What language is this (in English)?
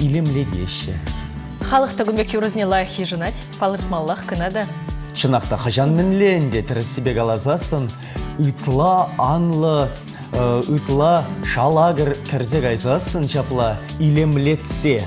Chuvash